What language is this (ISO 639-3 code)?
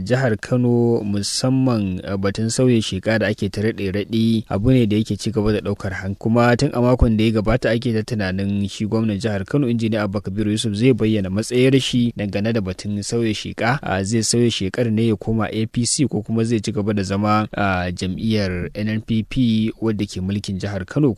hau